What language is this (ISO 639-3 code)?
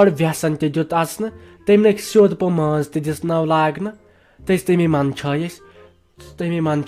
kas